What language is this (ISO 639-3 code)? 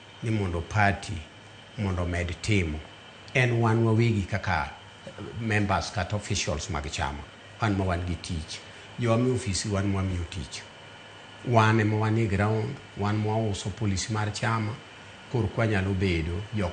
luo